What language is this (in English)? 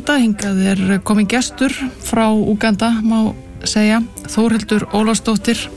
Icelandic